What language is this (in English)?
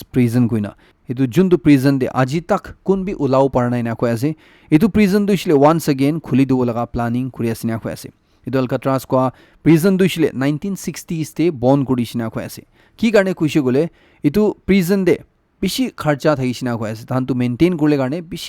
Naga Pidgin